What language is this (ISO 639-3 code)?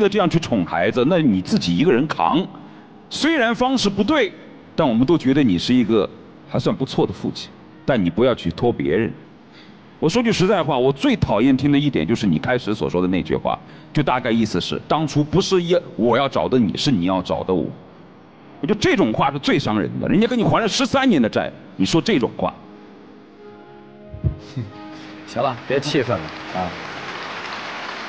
zho